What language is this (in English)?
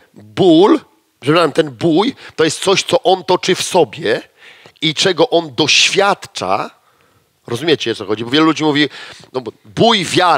Polish